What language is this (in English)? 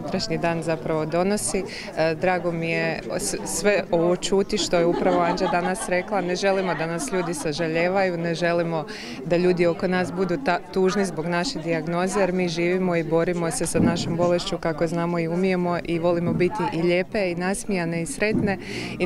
Croatian